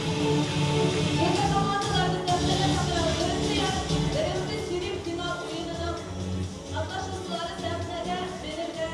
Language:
Bashkir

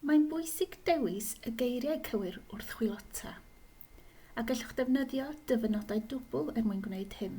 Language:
Welsh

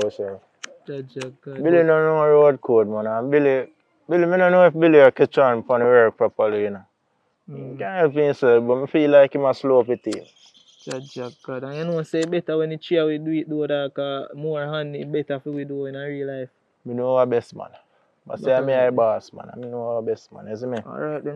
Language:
Jamaican Creole English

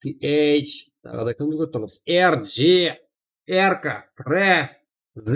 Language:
Kara-Kalpak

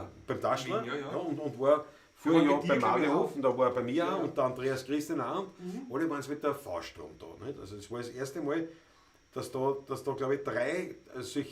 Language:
Bavarian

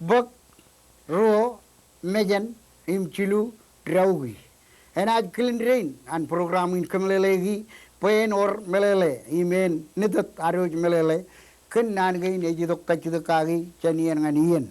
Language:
Marshallese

